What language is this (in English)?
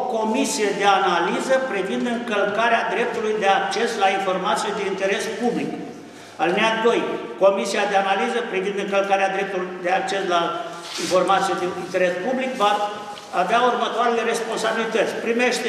Romanian